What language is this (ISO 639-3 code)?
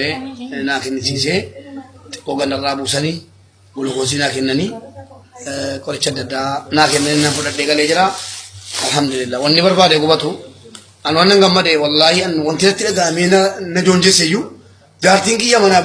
orm